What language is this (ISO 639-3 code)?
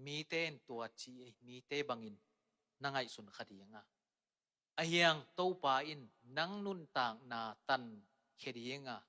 ctd